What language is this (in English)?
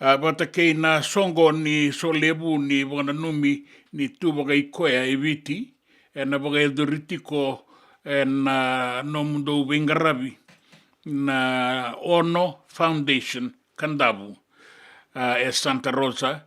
Fijian